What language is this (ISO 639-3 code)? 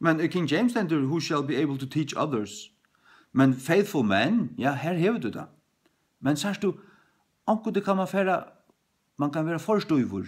fao